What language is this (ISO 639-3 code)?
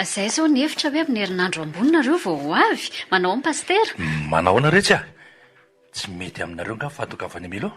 mlg